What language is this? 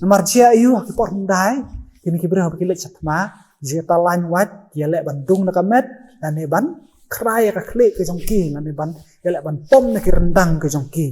Khasi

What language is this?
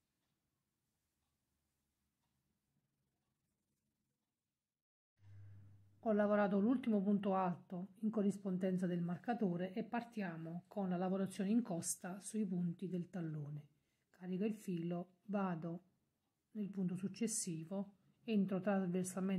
Italian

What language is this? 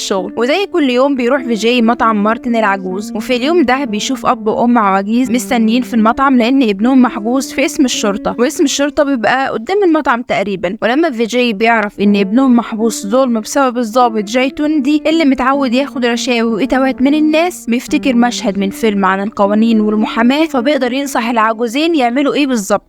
Egyptian Arabic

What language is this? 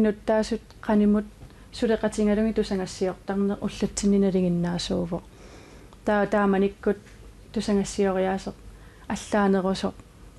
Kalaallisut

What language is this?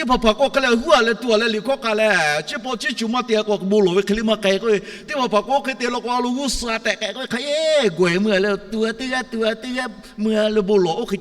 Lahu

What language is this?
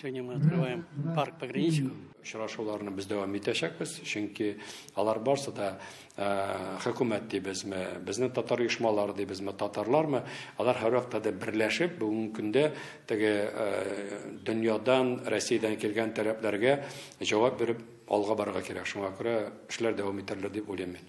Tatar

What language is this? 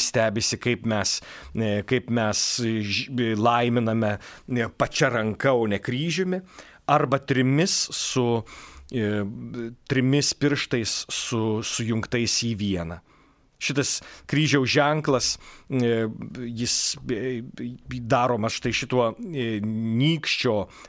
Lithuanian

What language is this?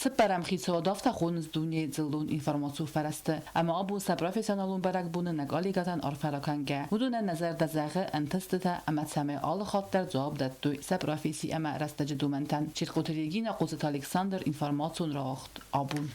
Ossetic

